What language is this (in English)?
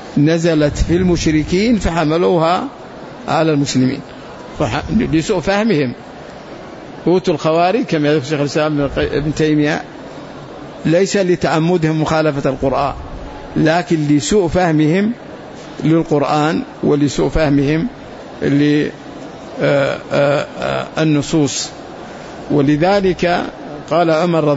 Arabic